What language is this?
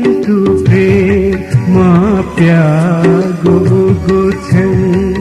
Newari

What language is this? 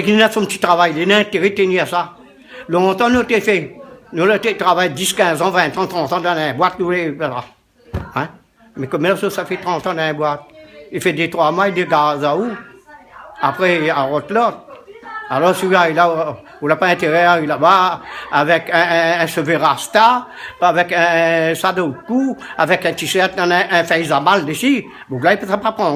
Réunion Creole French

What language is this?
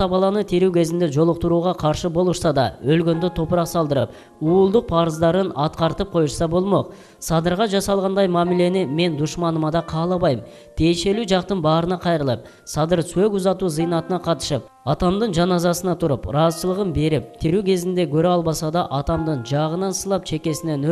Kyrgyz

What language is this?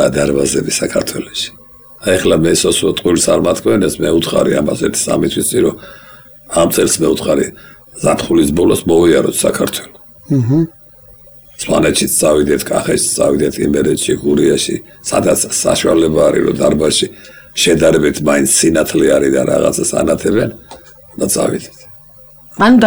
Georgian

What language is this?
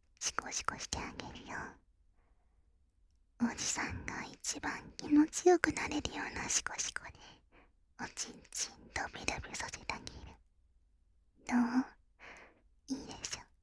Japanese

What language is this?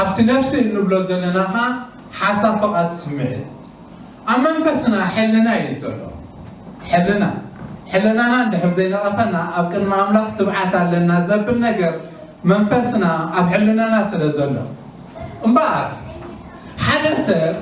Tigrinya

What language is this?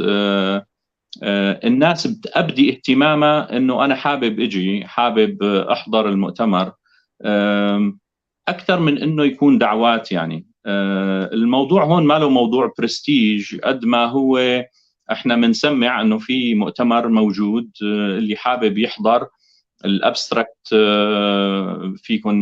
North Levantine Arabic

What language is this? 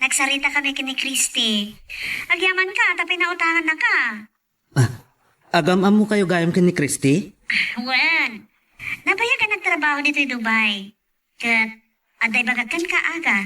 Iloko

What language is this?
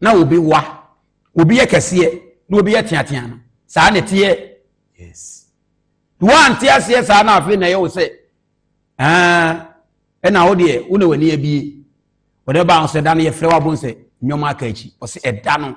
Akan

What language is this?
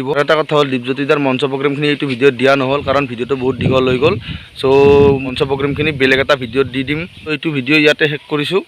Assamese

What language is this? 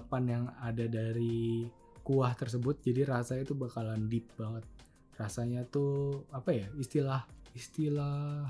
Indonesian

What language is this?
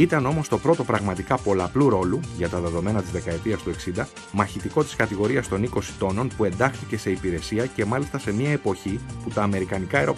Greek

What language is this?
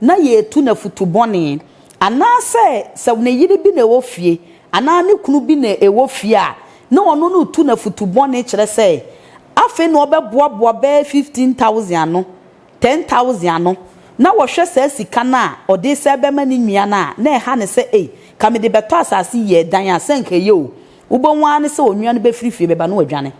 Akan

